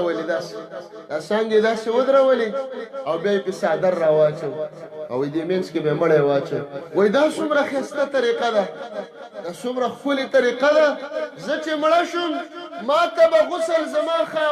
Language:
Pashto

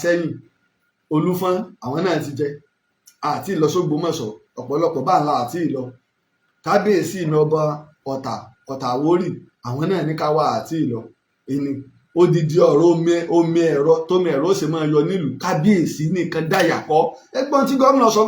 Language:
Yoruba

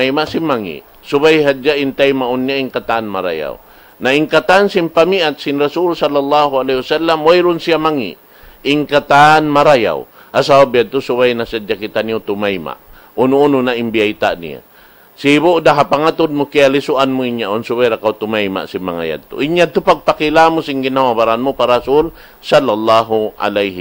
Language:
Tausug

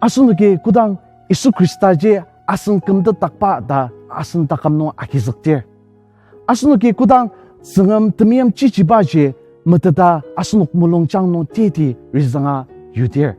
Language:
Ao Naga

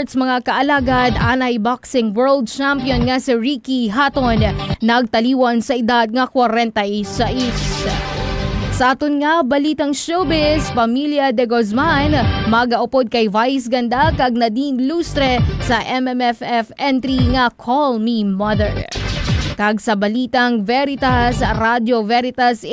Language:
Hiligaynon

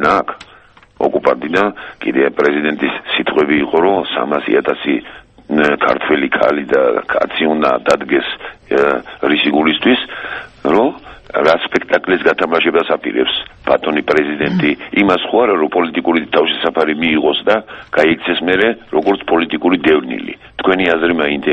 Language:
Georgian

